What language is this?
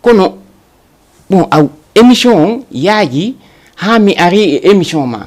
Fula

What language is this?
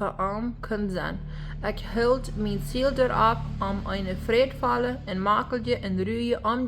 Plautdietsch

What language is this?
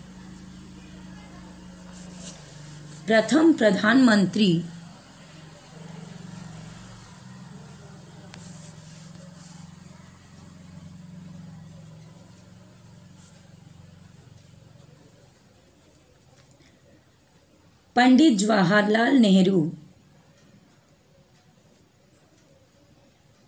Hindi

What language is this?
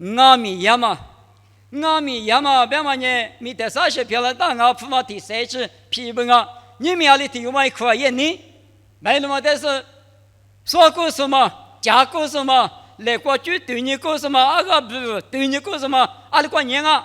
Lisu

